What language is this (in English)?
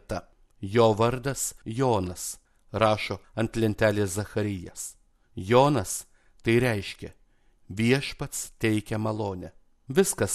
Lithuanian